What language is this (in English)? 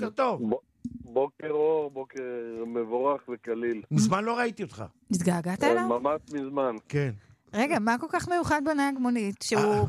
Hebrew